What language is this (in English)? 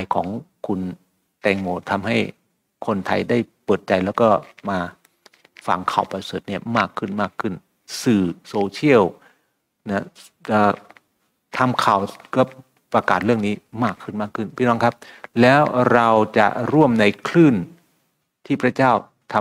Thai